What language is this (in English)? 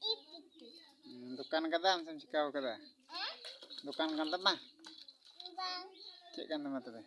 Santali